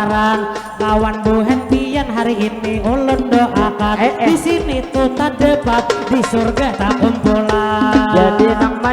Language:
Banjar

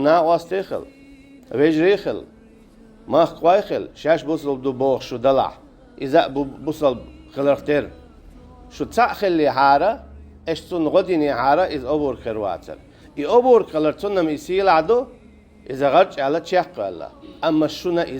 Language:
Chechen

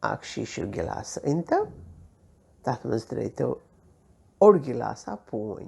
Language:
Kashmiri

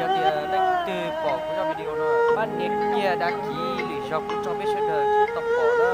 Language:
Hmong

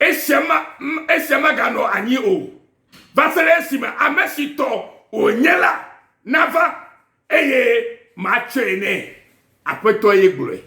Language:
Ewe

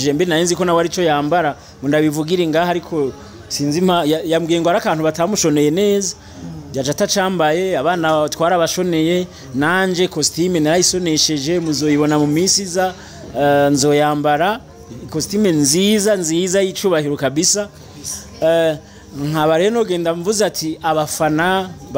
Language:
Rundi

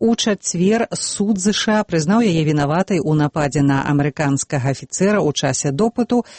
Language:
Belarusian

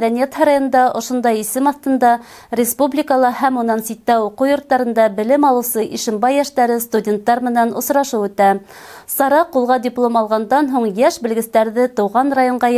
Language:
Bashkir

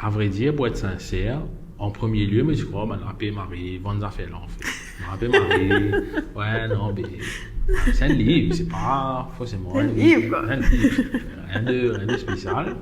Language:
Morisyen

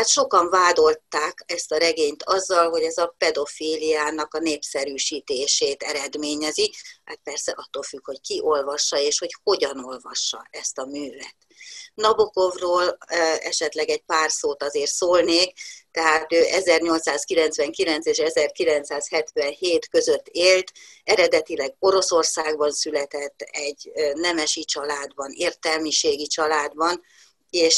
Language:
Hungarian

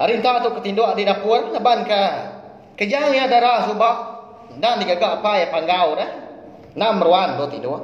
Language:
Iban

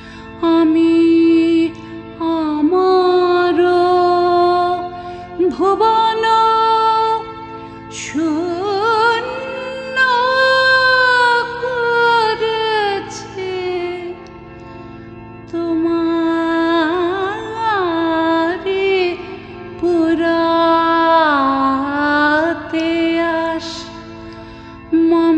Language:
Bangla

